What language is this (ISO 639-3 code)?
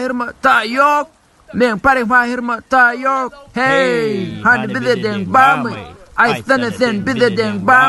tuk